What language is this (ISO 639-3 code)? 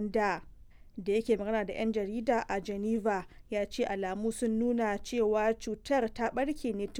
hau